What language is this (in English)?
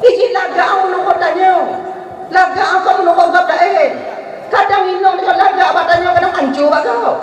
Achinese